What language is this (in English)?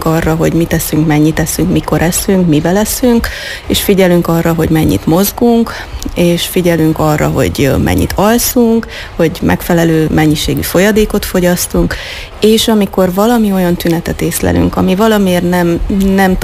Hungarian